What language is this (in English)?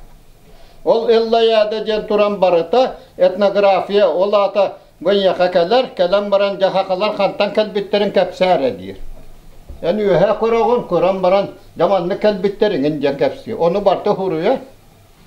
Yakut